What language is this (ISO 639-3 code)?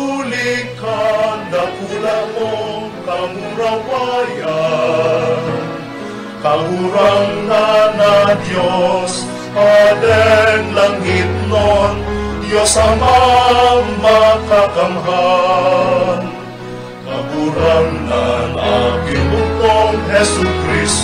bik